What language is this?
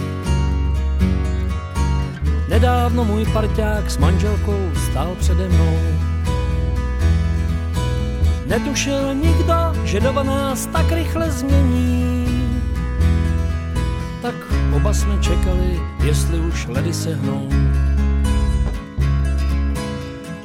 Czech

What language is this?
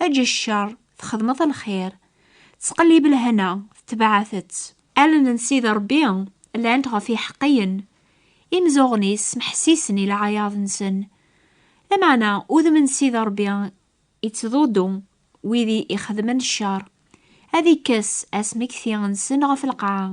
Kabyle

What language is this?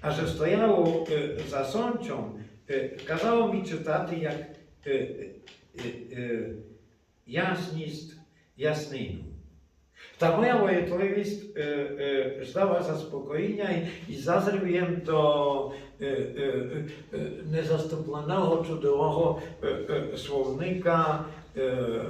Rusyn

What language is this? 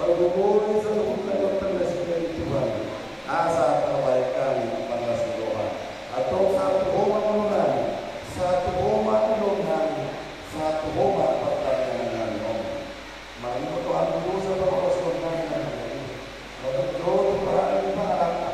Batak Toba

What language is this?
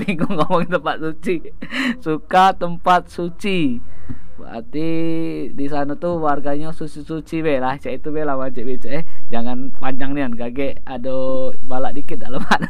Musi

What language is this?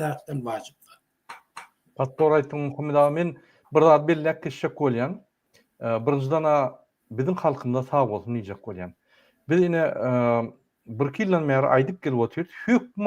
Turkmen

